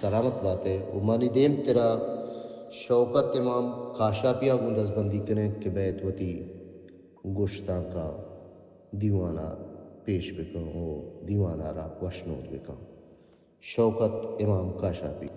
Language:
Baluchi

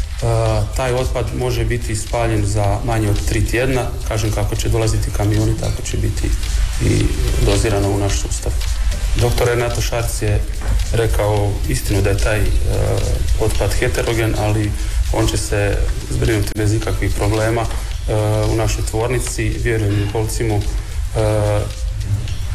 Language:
Croatian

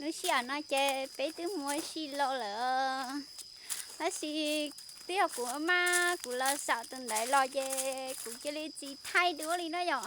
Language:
Hmong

